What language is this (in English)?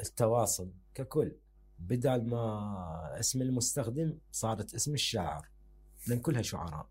Mesopotamian Arabic